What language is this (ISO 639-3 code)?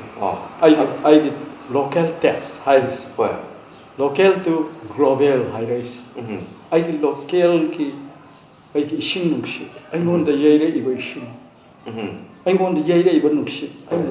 mni